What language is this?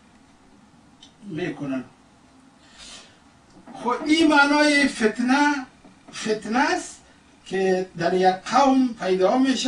Persian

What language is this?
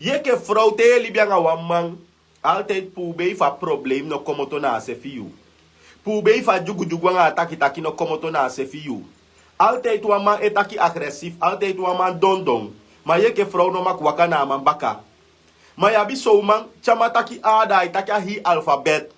Sranan Tongo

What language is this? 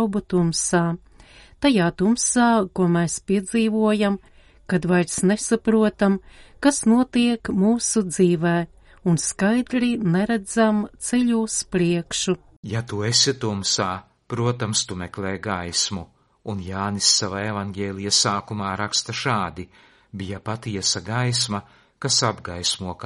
Latvian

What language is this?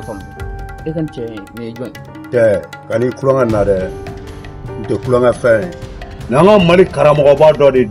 Bambara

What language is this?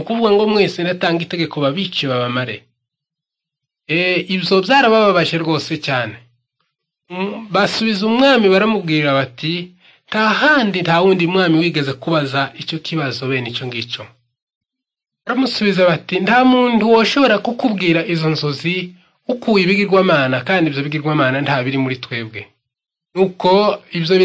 Kinyarwanda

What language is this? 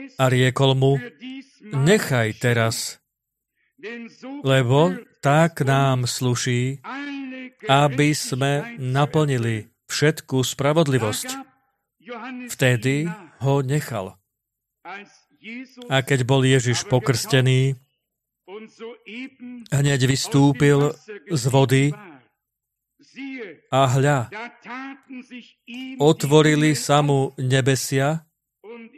Slovak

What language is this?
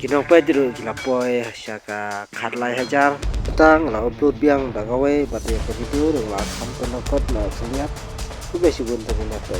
Khasi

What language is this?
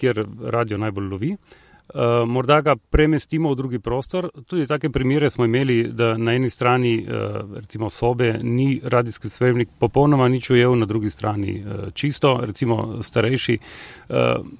Slovenian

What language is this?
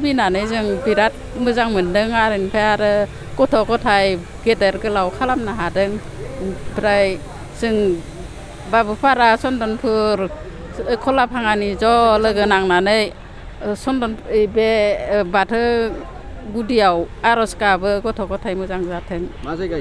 Bodo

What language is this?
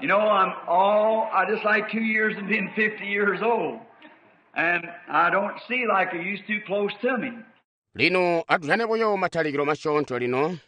Tonga (Zambia)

